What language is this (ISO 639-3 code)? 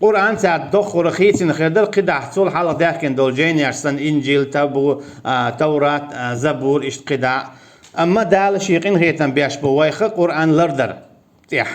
che